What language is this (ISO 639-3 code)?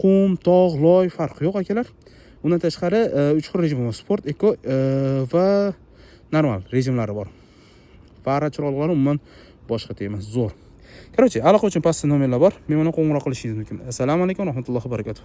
uzb